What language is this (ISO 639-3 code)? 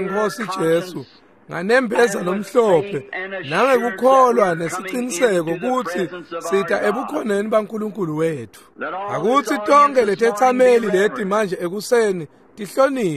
ssw